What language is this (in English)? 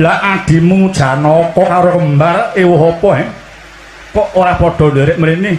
Javanese